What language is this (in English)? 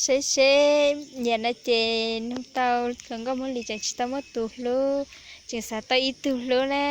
Hmong